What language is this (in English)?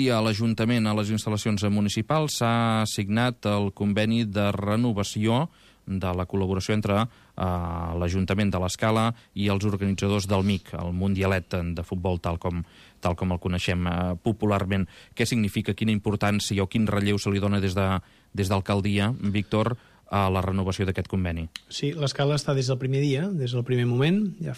Catalan